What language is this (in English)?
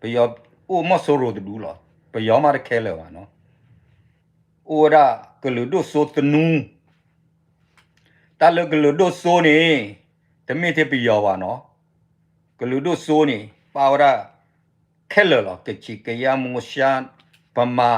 S'gaw Karen